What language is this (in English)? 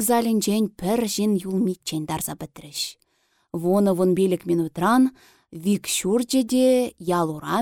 Chuvash